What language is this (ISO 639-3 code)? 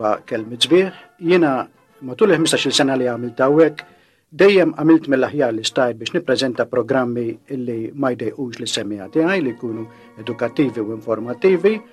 mlt